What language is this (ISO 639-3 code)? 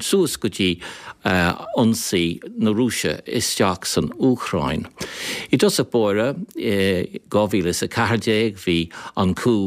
gle